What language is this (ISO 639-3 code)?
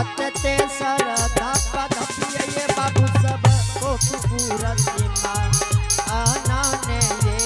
anp